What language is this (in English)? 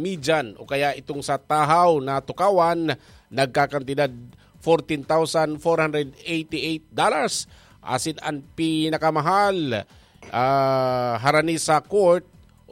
Bikol